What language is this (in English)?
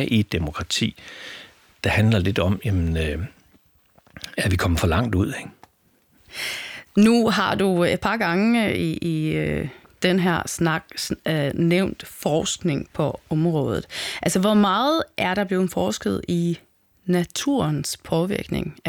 Danish